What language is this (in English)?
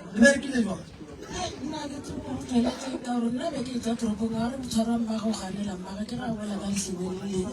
Northern Sotho